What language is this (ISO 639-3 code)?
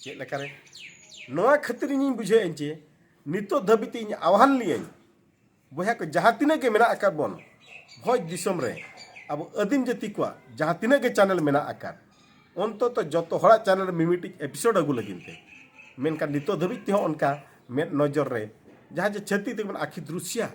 sat